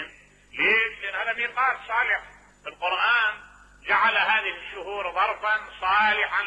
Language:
Mesopotamian Arabic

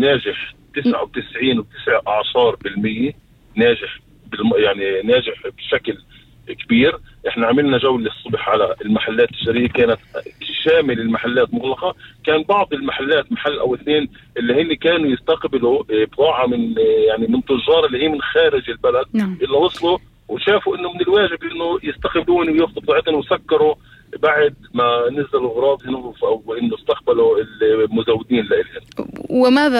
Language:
North Levantine Arabic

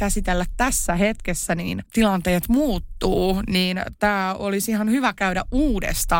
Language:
Finnish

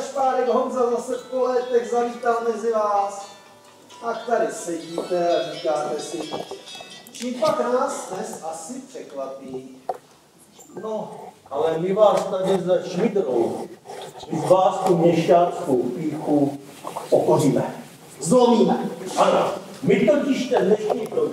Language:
Czech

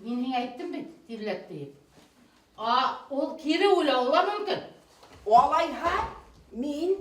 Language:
Bashkir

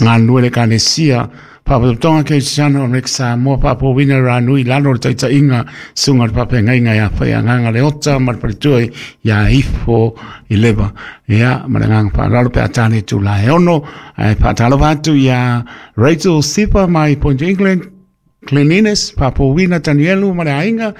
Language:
Samoan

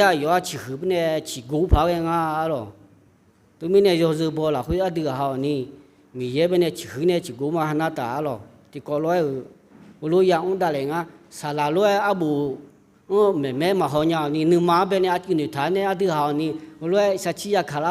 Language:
Akha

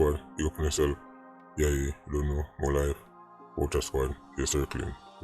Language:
Jamaican Creole English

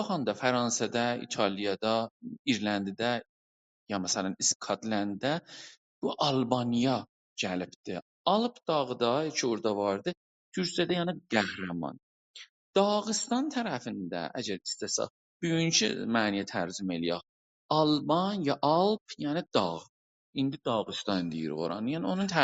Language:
South Azerbaijani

